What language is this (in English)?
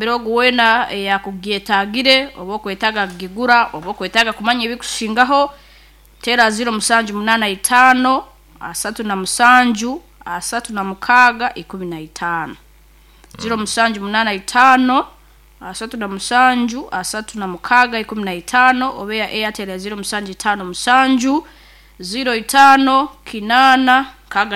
Nyankole